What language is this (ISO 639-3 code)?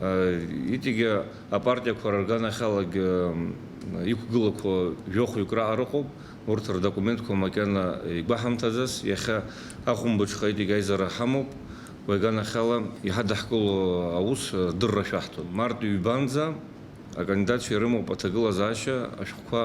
abk